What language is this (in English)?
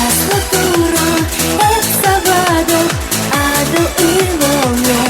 Chuvash